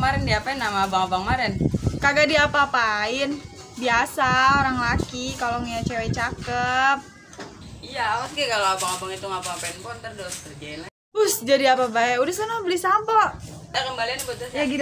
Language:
Betawi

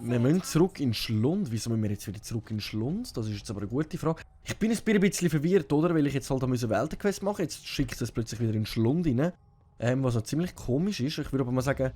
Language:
Swiss German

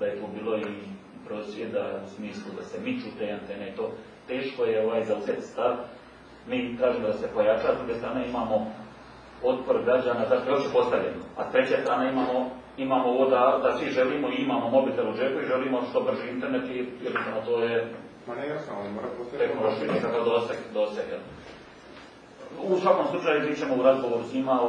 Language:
Croatian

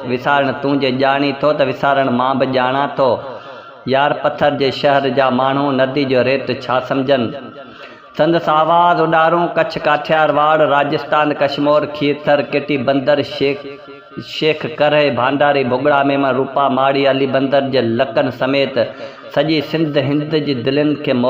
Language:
Sindhi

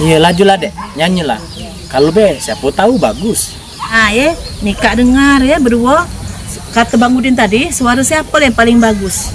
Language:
Musi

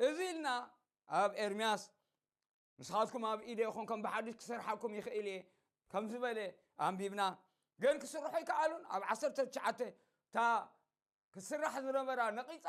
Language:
Tigrinya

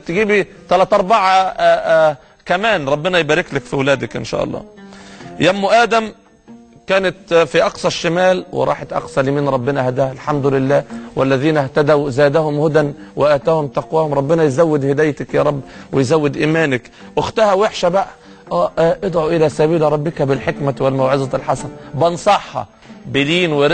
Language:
Egyptian Arabic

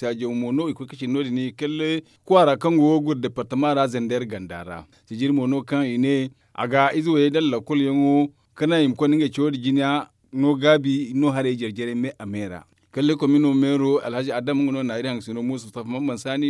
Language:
Zarma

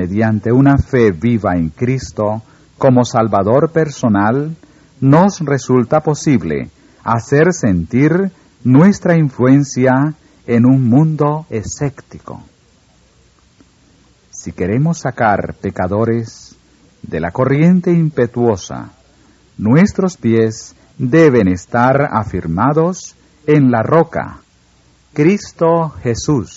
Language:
Spanish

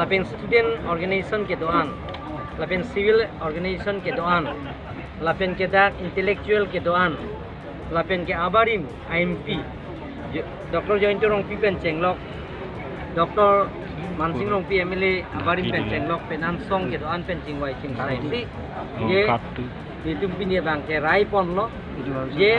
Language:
Karbi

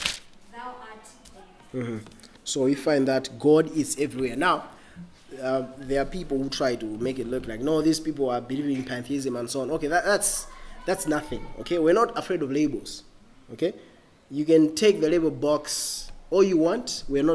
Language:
English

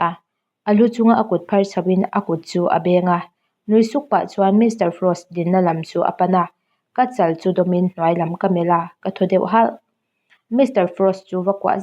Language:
Mizo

